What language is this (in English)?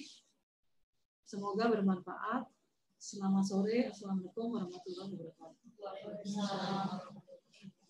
Indonesian